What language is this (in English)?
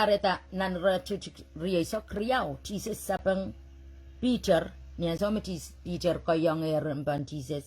Pohnpeian